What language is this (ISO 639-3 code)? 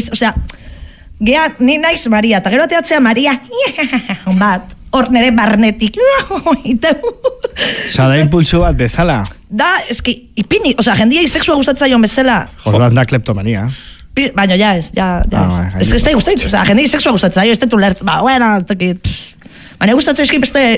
eus